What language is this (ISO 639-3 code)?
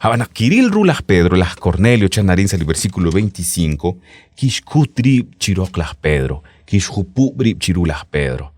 kek